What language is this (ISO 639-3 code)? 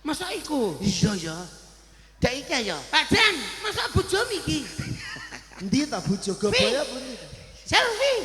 jav